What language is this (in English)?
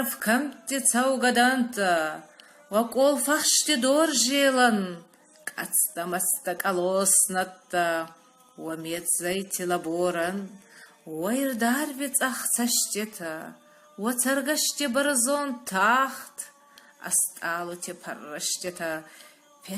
Ossetic